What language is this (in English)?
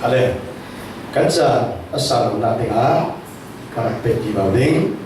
Falam Chin